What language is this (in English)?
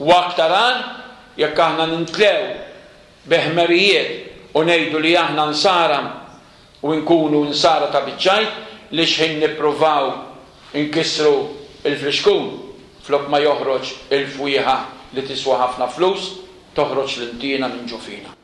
Maltese